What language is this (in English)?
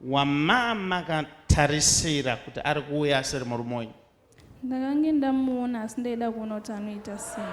Shona